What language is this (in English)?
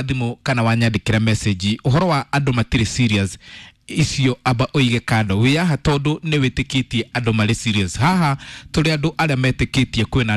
Kikuyu